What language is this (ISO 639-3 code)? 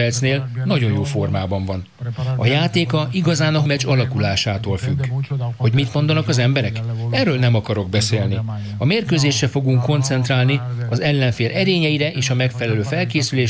hun